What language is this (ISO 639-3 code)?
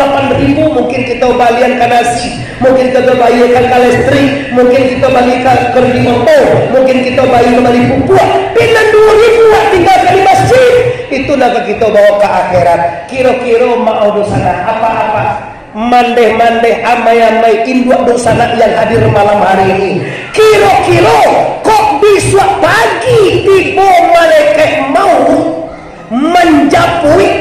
min